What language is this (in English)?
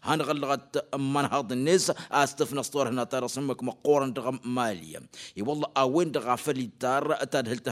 Tamasheq